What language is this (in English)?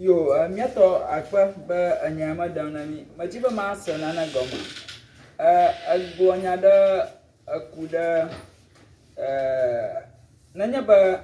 Ewe